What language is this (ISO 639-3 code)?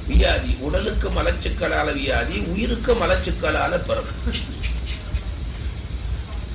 tam